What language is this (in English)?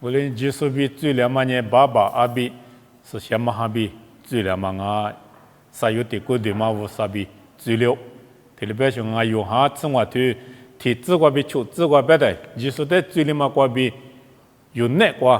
Lisu